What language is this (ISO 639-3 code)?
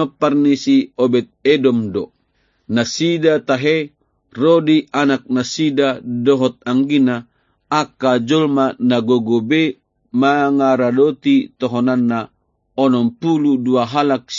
bbc